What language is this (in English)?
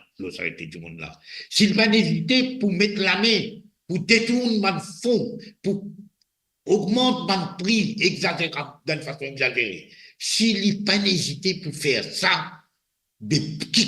Morisyen